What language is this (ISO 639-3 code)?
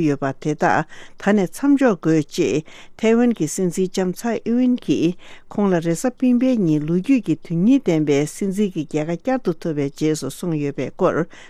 bod